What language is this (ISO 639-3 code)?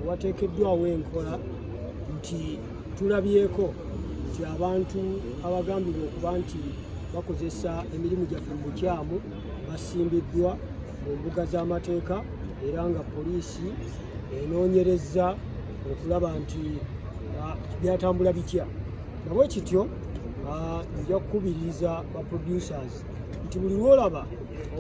lug